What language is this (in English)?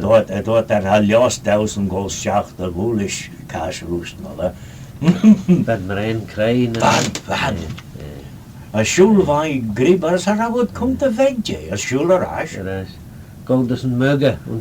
Manx